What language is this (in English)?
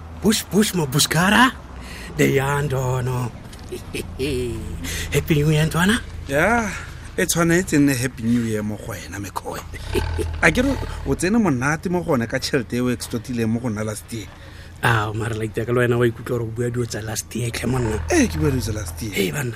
Tswana